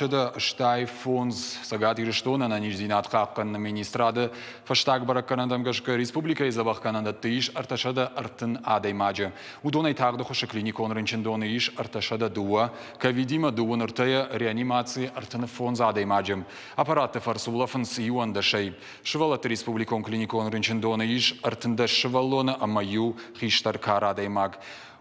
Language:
Ossetic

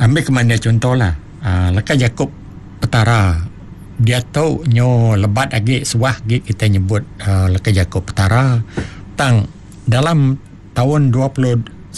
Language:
Iban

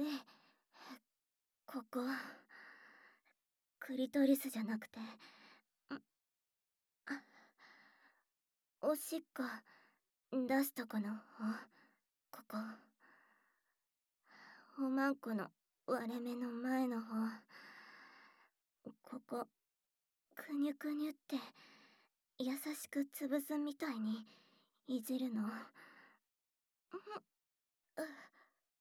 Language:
Japanese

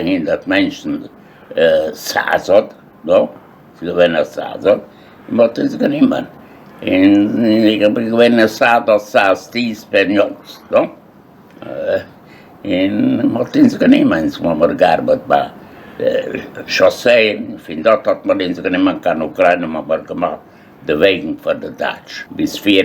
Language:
Yiddish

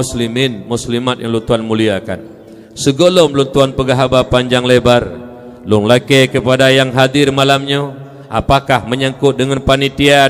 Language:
Achinese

